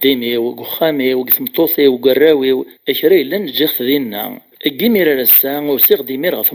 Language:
Kabyle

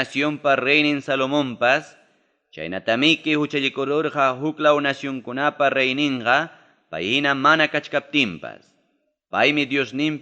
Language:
Ayacucho Quechua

